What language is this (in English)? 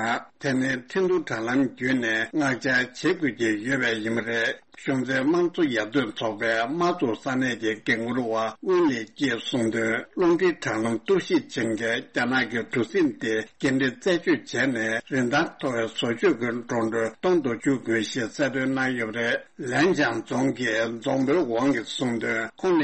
Tibetan